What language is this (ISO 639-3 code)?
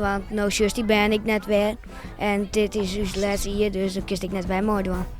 fry